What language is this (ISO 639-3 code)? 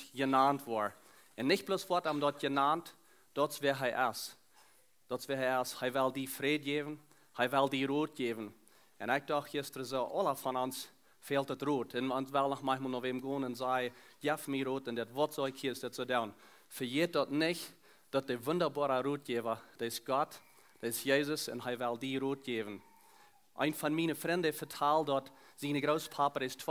pdt